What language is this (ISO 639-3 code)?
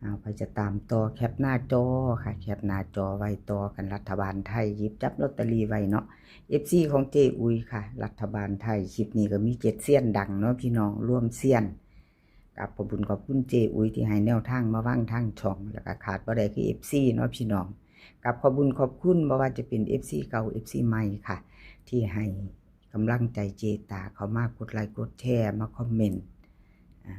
tts